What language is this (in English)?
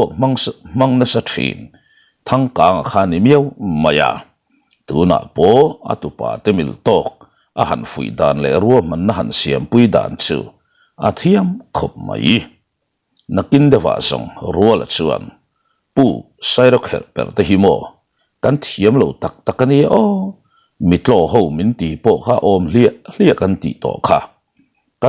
Mizo